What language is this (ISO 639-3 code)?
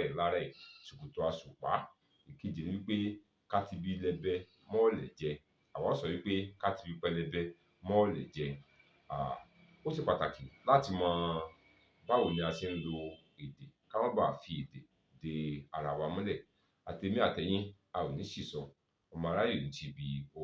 yor